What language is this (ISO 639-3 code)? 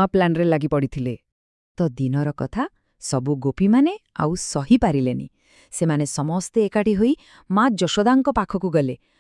ori